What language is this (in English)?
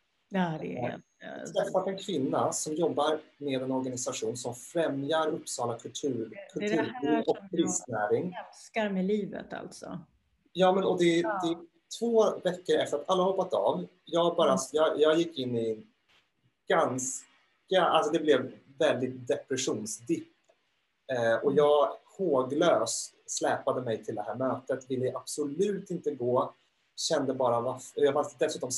Swedish